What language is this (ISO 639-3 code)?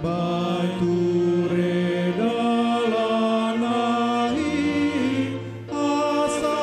bbc